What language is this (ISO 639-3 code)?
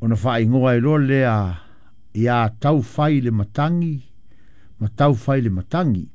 smo